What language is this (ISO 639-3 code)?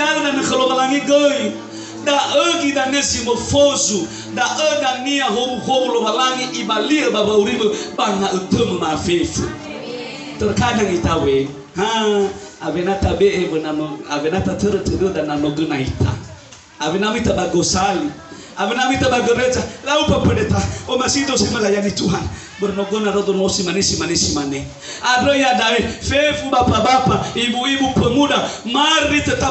nia